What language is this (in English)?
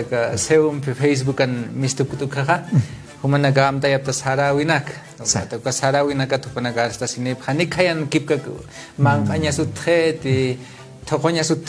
Aymara